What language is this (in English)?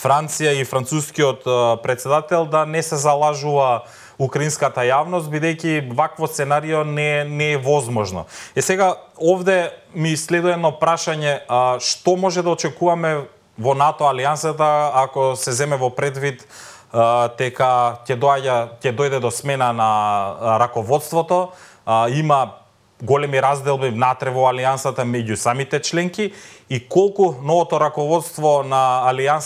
Macedonian